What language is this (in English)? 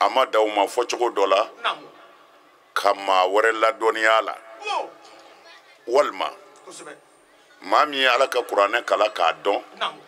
Bambara